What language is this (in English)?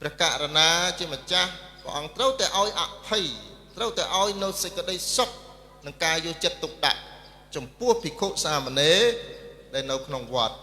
Khmer